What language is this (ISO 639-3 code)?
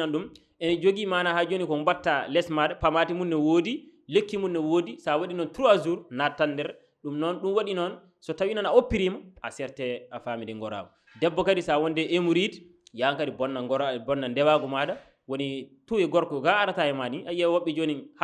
ful